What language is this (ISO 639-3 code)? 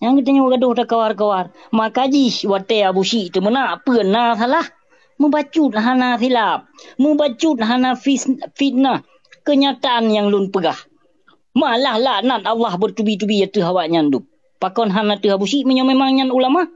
ace